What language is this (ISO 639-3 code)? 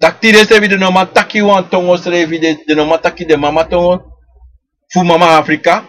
srn